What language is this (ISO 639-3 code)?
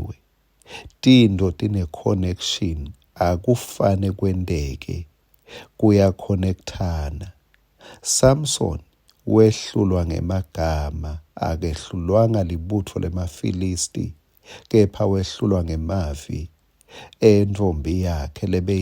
ssw